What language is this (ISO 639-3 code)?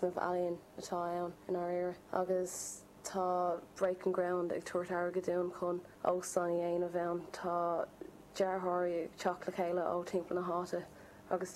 gle